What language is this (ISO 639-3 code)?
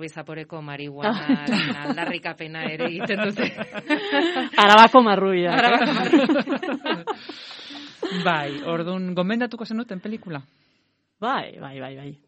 eus